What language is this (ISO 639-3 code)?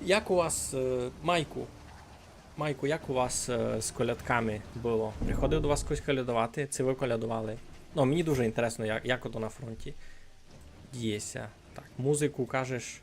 rue